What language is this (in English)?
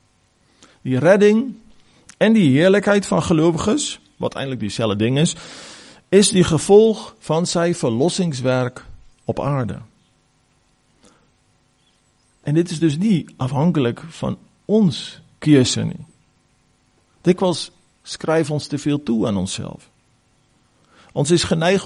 Afrikaans